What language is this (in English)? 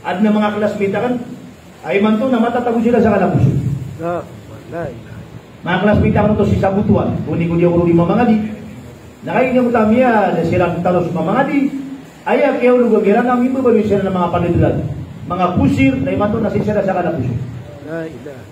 Maranao